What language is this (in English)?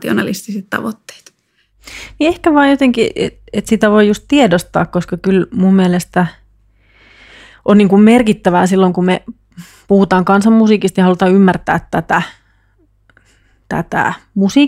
Finnish